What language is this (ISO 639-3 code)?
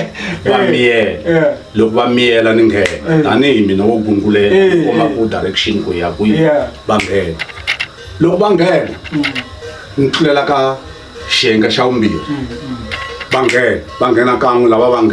tso